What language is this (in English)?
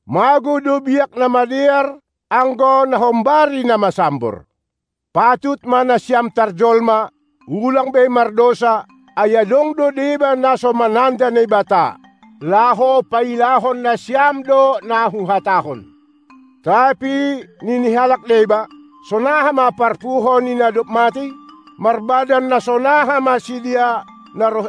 Batak Simalungun